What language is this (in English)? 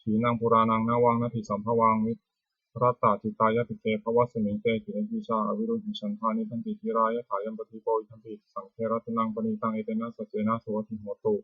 Pali